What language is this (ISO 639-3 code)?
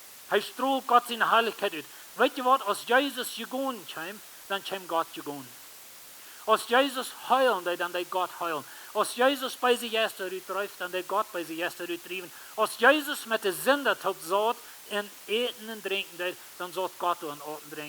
pdt